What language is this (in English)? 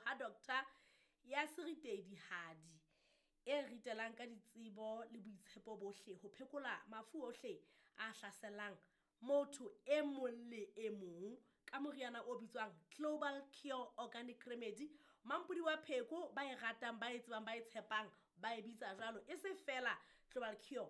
Southern Sotho